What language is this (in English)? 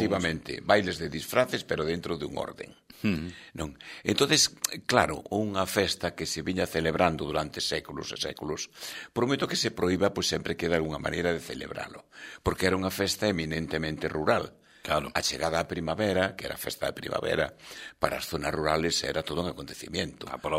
Galician